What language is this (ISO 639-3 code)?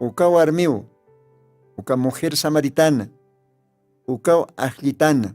aym